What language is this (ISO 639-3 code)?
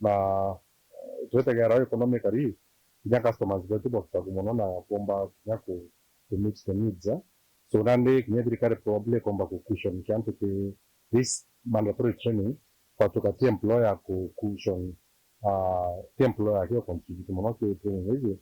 mer